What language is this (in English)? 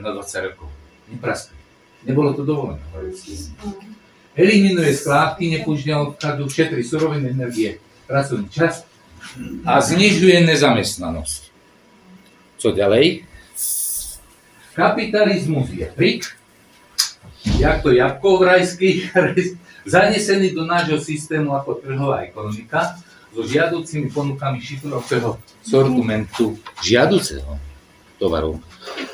Slovak